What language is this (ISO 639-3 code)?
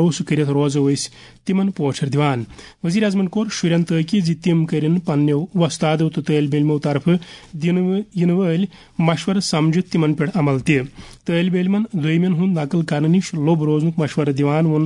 kas